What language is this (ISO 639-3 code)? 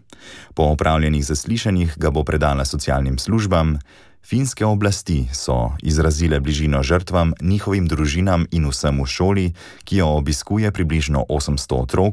slv